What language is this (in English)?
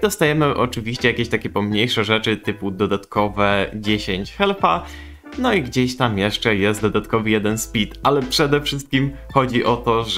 Polish